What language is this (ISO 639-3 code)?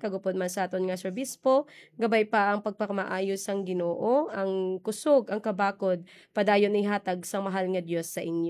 hil